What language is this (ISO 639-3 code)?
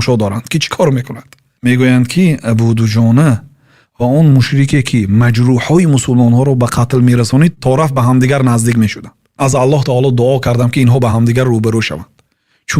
tgk